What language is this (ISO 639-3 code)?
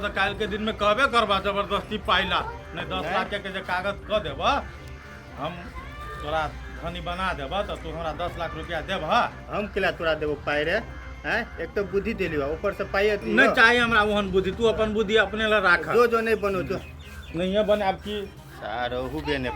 mai